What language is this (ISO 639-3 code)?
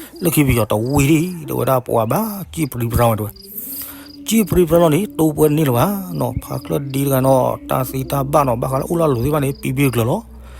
ksw